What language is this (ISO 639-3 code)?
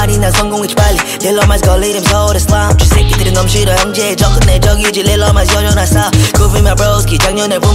kor